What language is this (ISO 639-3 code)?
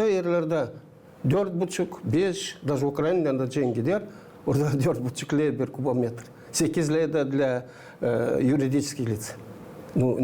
gag